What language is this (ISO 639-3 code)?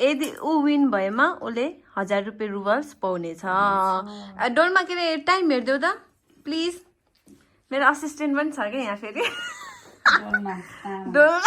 nep